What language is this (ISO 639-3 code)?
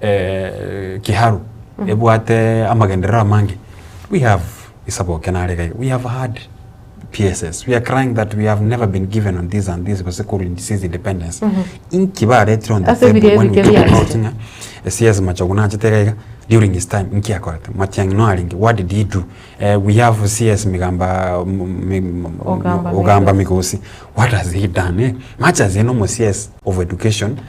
guz